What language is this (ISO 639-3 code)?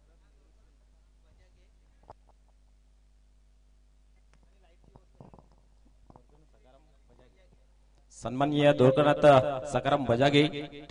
mar